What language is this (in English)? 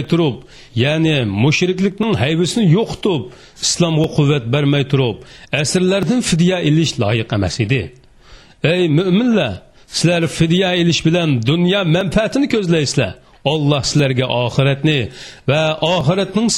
Uyghur